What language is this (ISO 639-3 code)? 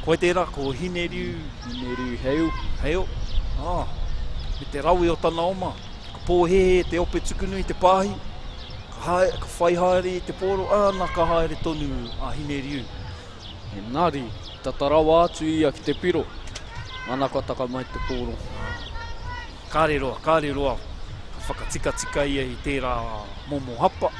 mri